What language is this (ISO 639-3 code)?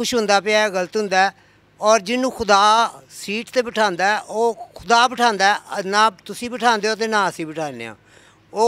lah